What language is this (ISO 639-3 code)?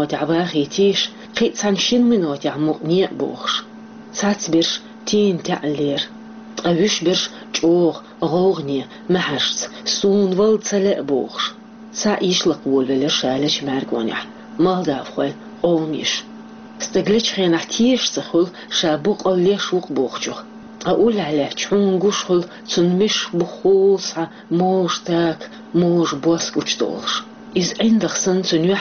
che